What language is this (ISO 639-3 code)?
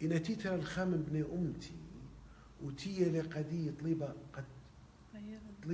aii